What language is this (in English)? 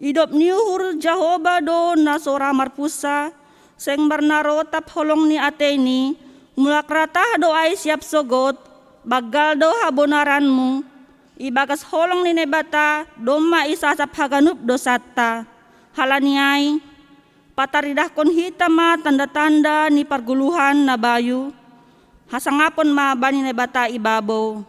Batak Simalungun